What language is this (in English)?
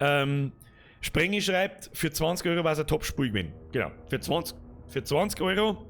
Bavarian